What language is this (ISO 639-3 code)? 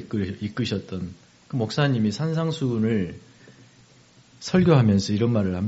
kor